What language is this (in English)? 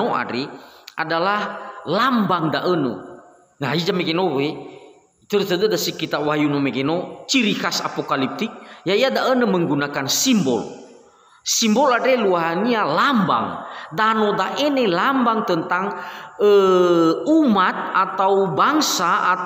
Nias